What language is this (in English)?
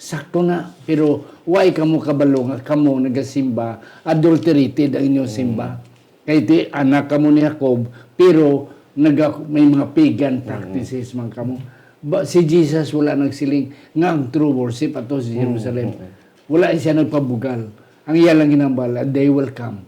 Hiligaynon